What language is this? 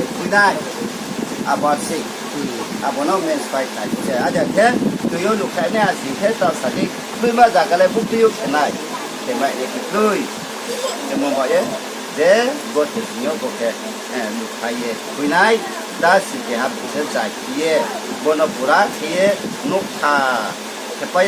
Riang (India)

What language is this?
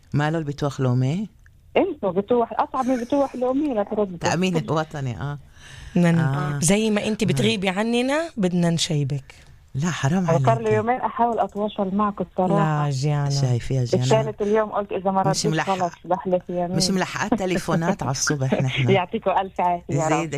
North Levantine Arabic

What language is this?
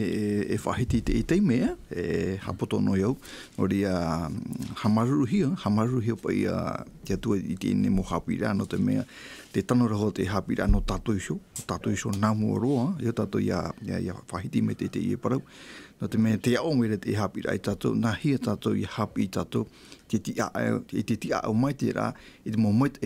Tahitian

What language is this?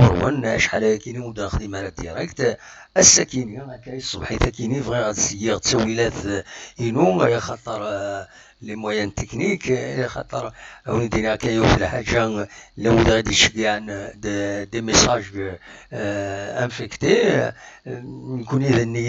Kabyle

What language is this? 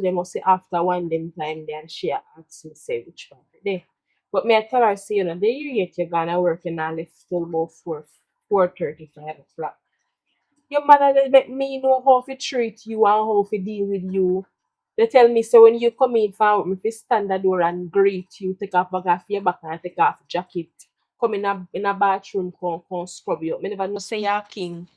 Jamaican Creole English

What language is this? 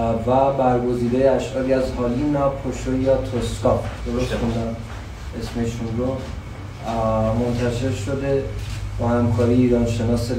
Persian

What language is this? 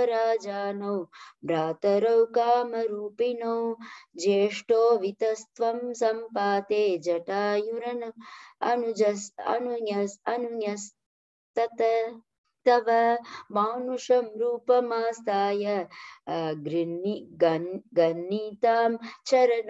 Sanskrit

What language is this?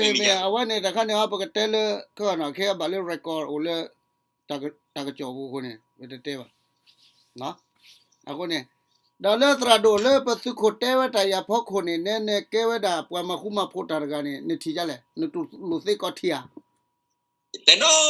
S'gaw Karen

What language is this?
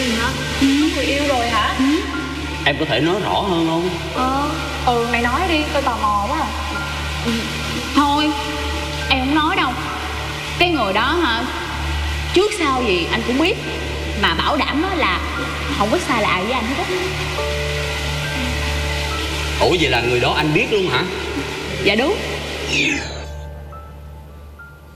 Vietnamese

